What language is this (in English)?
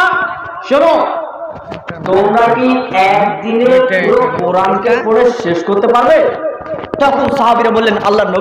Bangla